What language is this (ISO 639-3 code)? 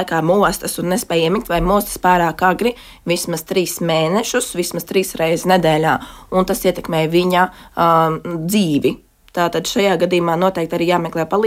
lav